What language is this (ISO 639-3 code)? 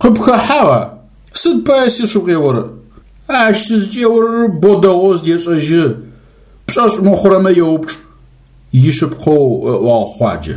ady